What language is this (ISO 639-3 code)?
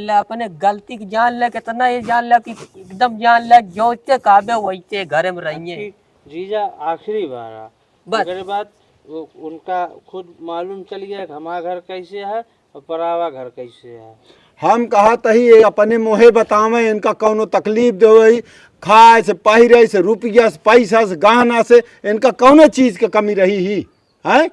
awa